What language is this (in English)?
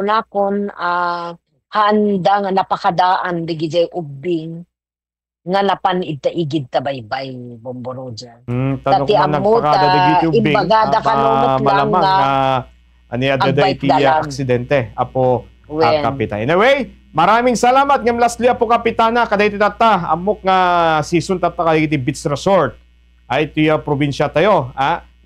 Iloko